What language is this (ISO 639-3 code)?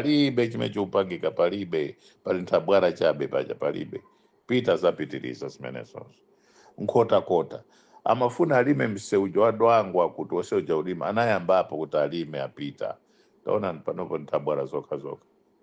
nya